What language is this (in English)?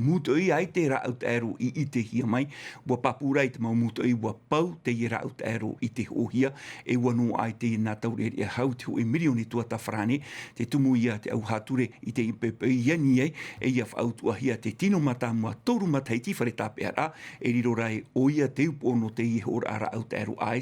Tahitian